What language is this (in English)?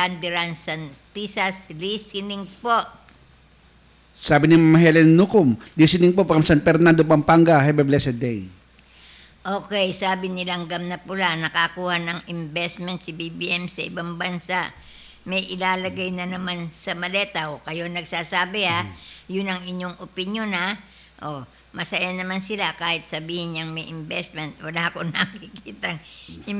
Filipino